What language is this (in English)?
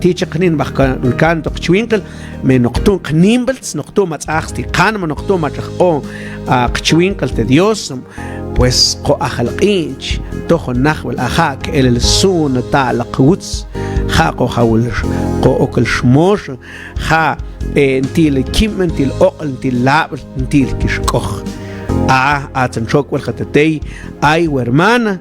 Mam